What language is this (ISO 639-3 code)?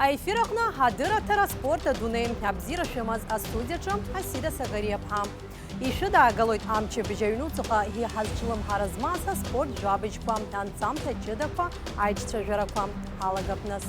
abk